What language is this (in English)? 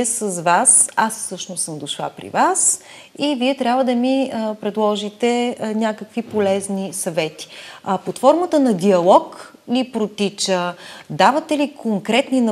Bulgarian